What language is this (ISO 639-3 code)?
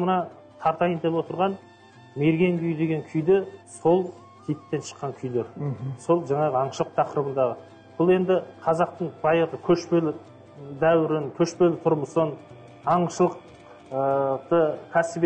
kaz